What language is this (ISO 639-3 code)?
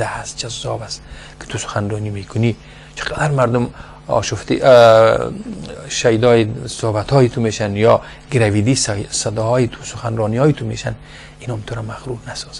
fas